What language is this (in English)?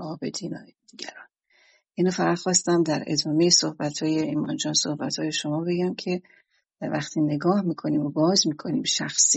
Persian